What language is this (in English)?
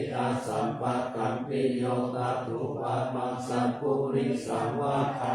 Pali